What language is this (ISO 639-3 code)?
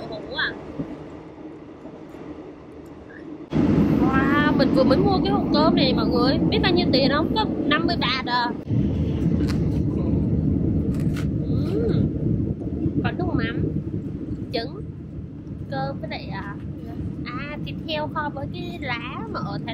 vie